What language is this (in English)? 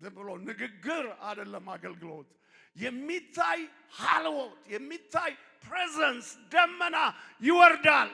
Amharic